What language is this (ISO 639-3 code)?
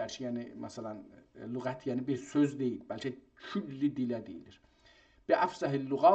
azb